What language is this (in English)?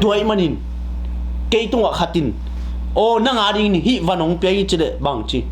Tedim Chin